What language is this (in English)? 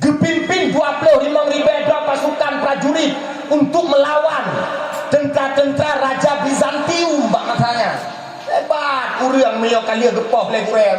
Achinese